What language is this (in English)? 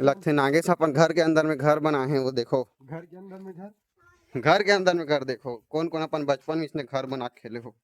Chhattisgarhi